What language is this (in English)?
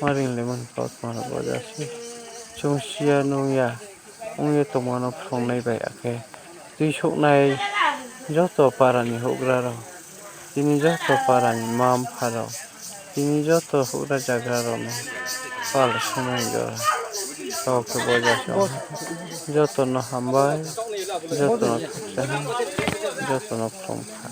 Riang (India)